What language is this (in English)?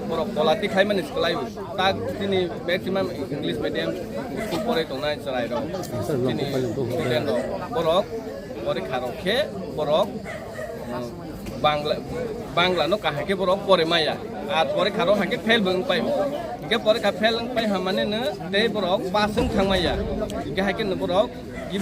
Kok Borok